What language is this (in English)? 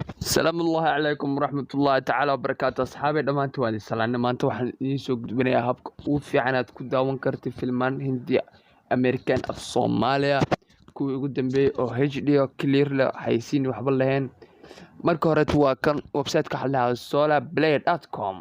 Somali